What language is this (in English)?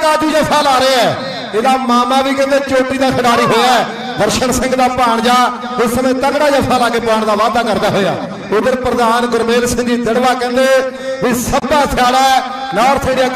Punjabi